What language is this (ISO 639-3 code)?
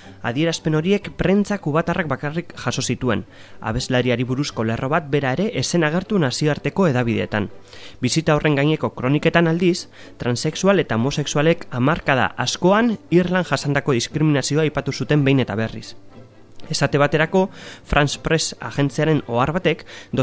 eus